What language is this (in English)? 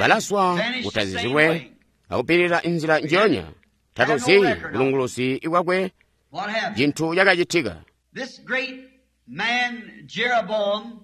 Tonga (Zambia)